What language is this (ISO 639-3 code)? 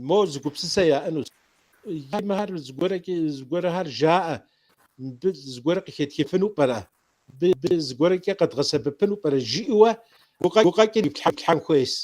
kbd